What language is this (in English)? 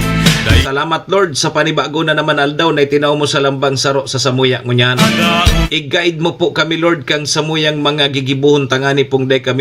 Bikol